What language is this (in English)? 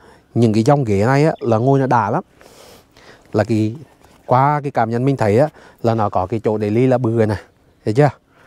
Vietnamese